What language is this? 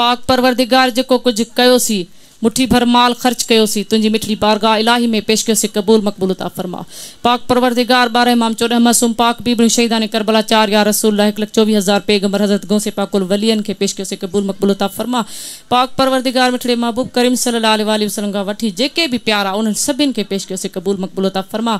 Sindhi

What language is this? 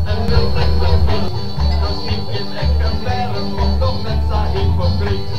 Western Frisian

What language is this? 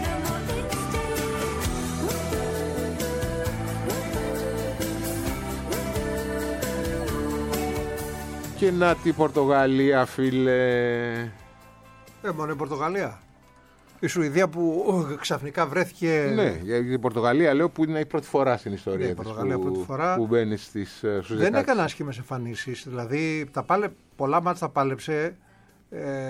Greek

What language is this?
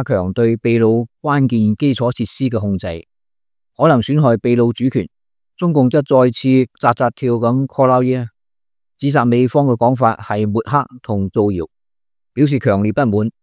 Cantonese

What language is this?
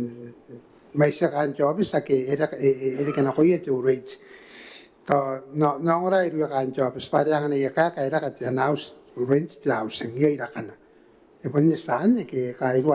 Gilbertese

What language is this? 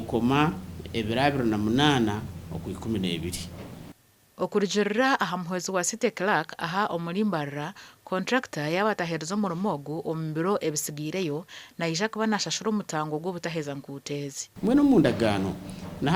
Nyankole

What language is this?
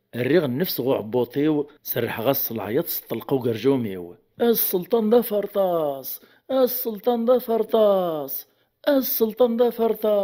Kabyle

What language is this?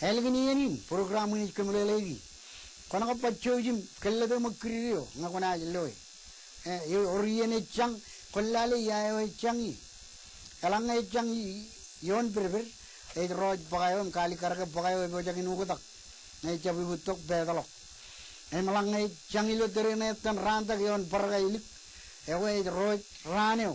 Marshallese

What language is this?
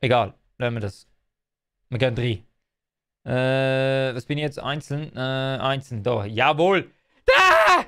Swiss German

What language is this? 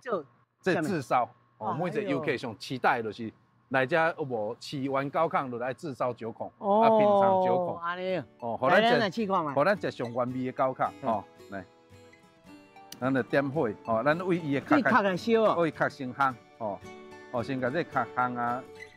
Min Nan Chinese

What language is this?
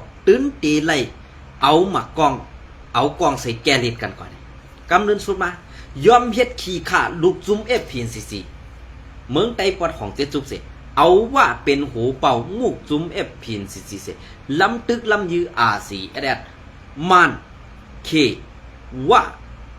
Shan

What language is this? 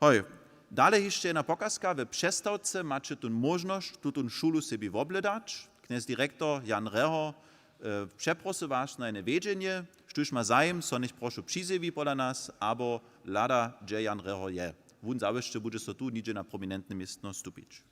Upper Sorbian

